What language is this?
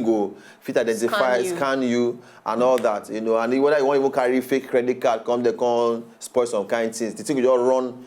Nigerian Pidgin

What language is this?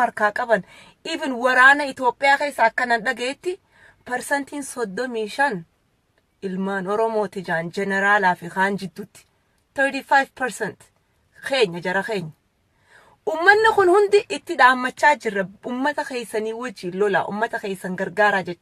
Oromo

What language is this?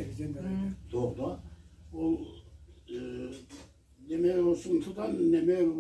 Karachay-Balkar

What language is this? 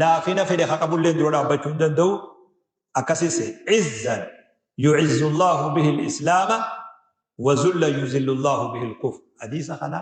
Oromo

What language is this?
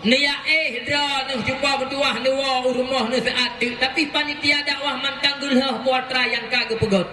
Achinese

